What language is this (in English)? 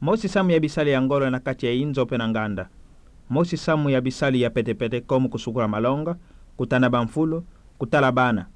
Kituba (Democratic Republic of Congo)